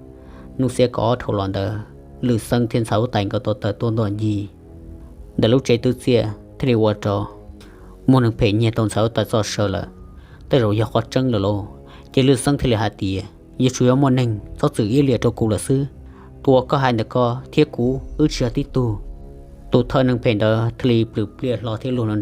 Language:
Hmong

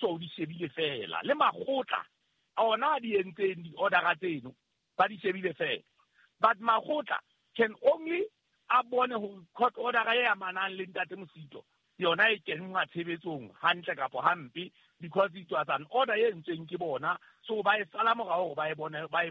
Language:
Southern Sotho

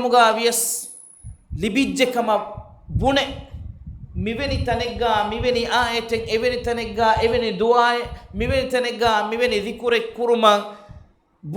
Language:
Divehi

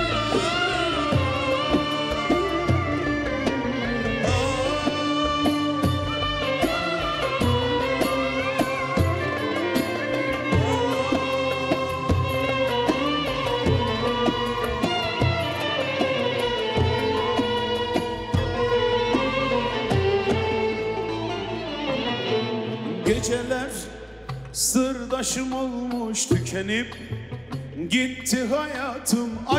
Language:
Turkish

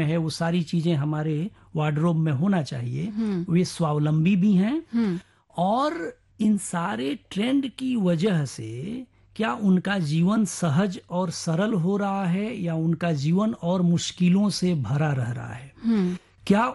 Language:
Hindi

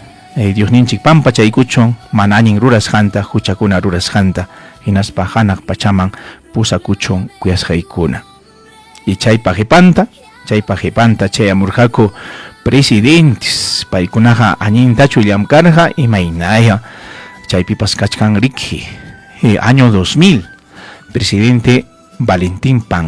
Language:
Ayacucho Quechua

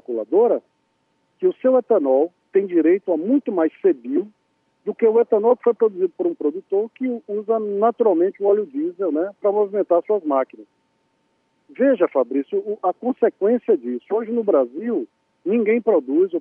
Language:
Portuguese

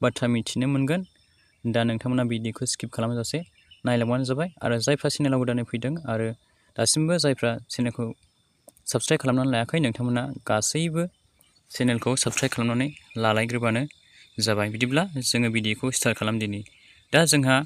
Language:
Bodo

